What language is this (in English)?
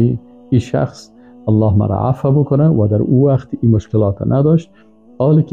Persian